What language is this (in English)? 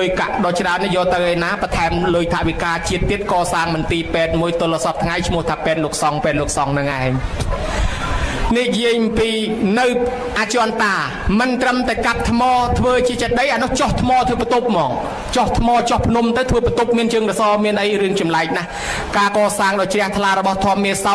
Khmer